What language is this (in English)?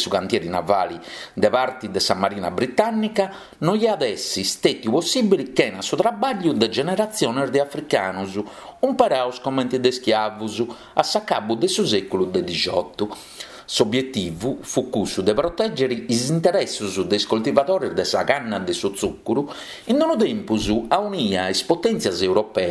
Sardinian